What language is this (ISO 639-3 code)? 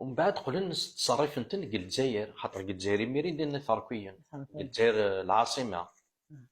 kab